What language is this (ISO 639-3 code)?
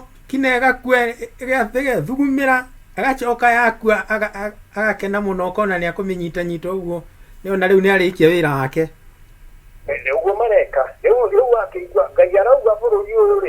kik